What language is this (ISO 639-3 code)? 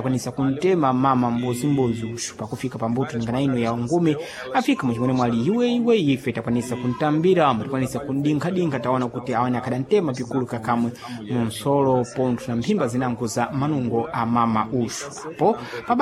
seh